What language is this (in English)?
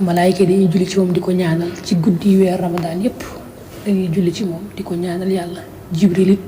Wolof